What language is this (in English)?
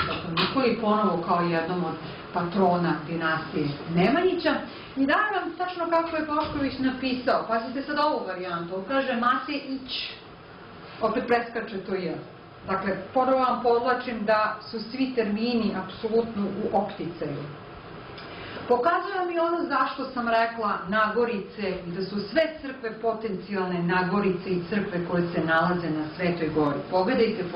Serbian